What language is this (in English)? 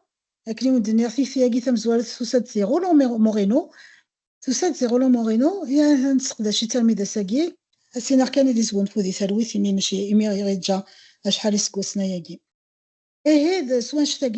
Kabyle